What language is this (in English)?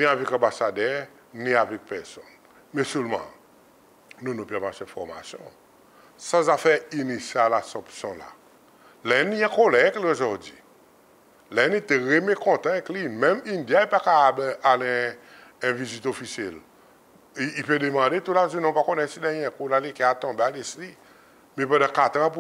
Seselwa Creole French